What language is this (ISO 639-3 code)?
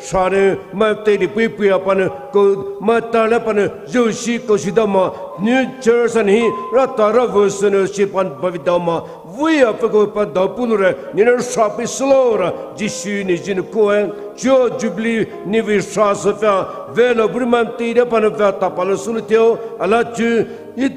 pmx